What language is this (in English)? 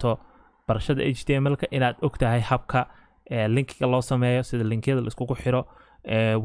Somali